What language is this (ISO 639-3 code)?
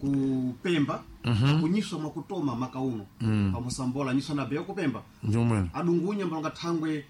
seh